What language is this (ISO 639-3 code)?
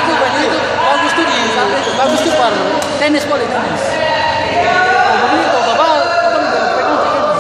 abs